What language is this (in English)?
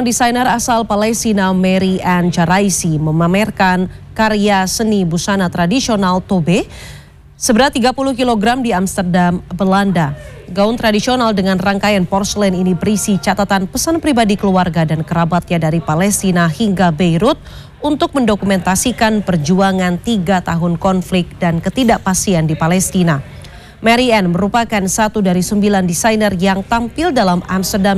Indonesian